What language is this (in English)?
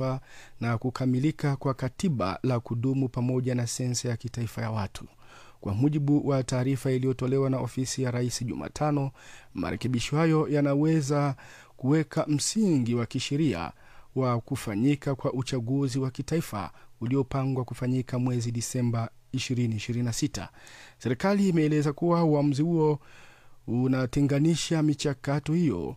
Swahili